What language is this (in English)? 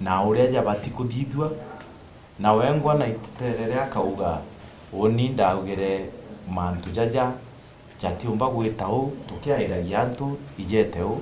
Meru